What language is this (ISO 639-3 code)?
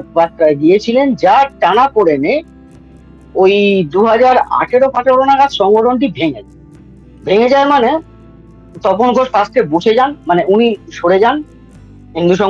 ben